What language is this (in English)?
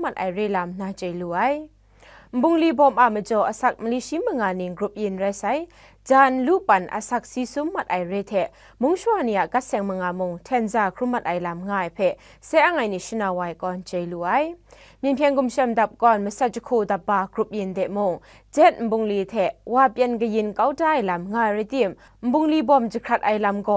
Kachin